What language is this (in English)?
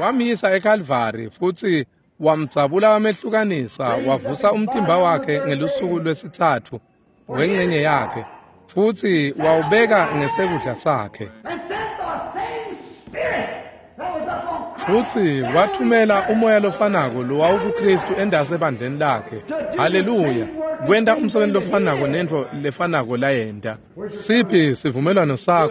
Swati